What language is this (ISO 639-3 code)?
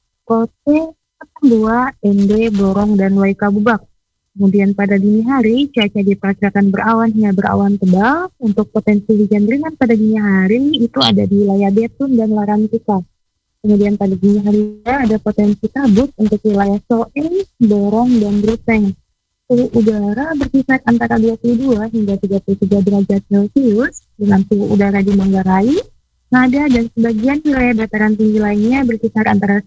ind